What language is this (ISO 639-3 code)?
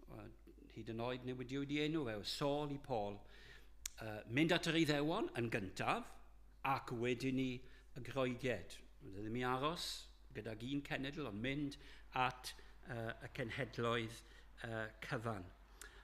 cym